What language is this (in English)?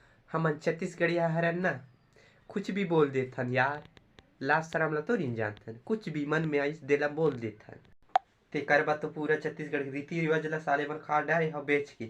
Chhattisgarhi